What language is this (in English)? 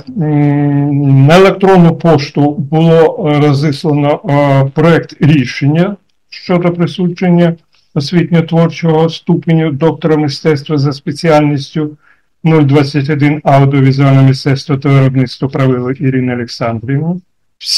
Ukrainian